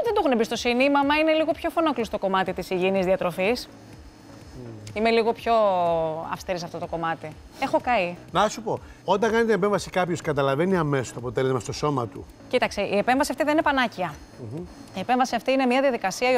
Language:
Greek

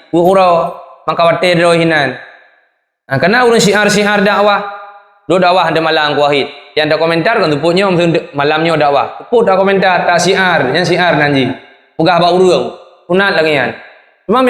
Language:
Achinese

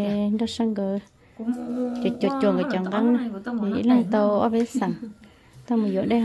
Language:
Hmong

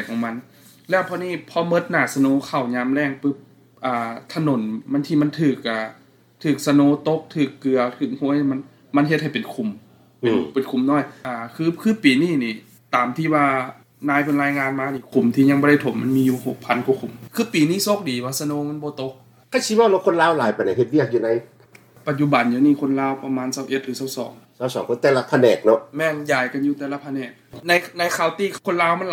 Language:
Lao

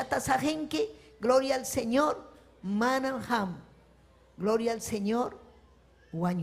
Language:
Ayacucho Quechua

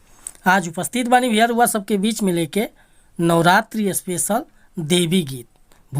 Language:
Bhojpuri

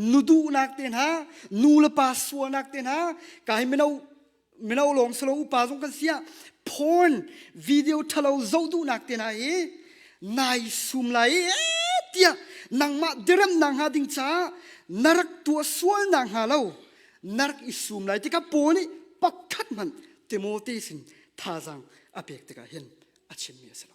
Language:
Hakha Chin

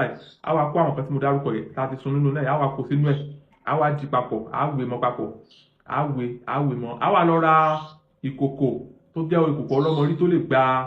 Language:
Yoruba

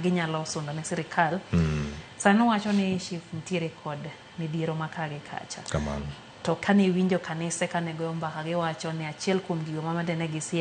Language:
Luo (Kenya and Tanzania)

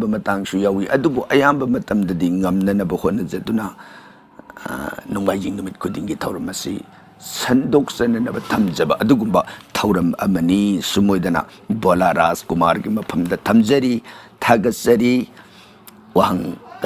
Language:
Manipuri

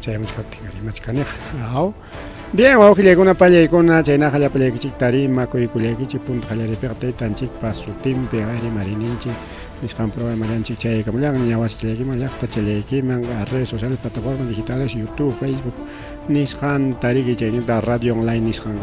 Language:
Ayacucho Quechua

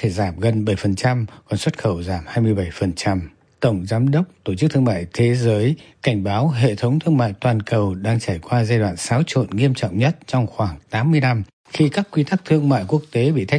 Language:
Vietnamese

